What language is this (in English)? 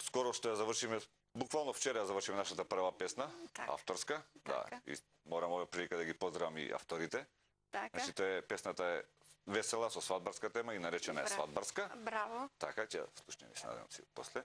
Macedonian